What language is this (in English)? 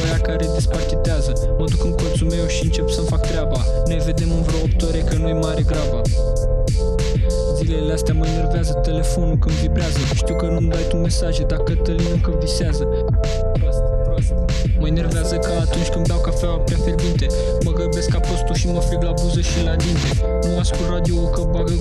Romanian